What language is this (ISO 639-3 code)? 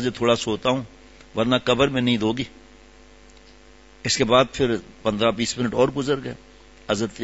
urd